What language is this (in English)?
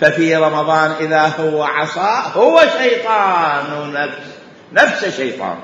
Mesopotamian Arabic